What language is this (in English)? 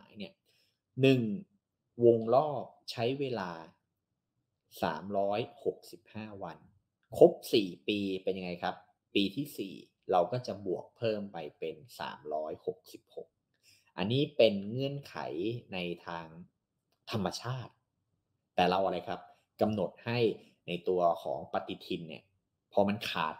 Thai